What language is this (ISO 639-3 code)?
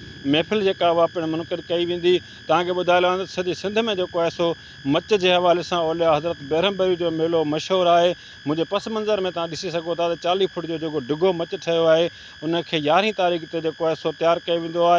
snd